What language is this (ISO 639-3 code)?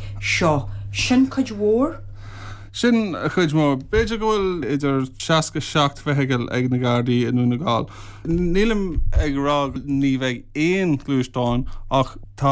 gle